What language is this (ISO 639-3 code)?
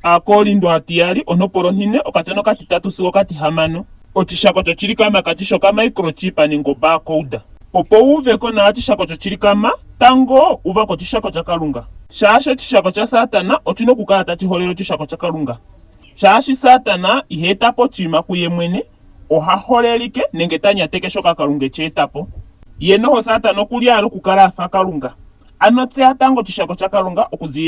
ndo